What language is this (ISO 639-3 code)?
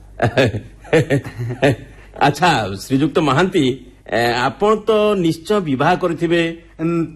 ori